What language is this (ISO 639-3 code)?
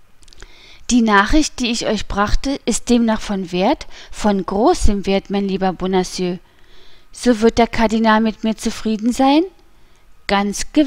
deu